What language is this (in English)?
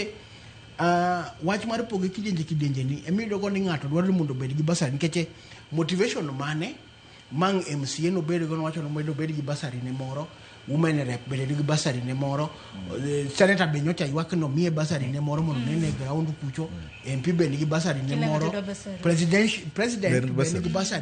Luo (Kenya and Tanzania)